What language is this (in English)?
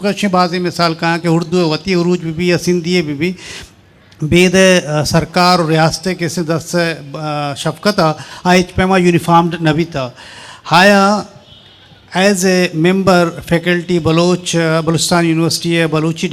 Eastern Balochi